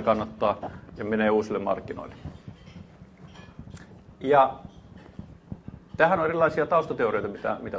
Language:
Finnish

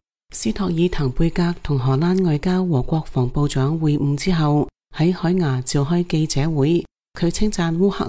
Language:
Cantonese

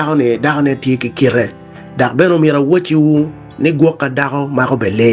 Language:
Acoli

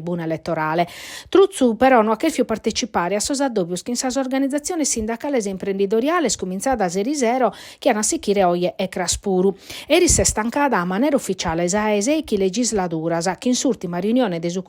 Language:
Sardinian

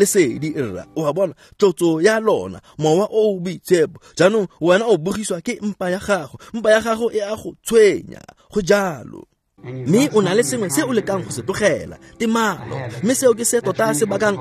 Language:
Tswana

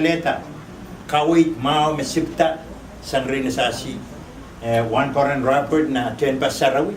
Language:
Pohnpeian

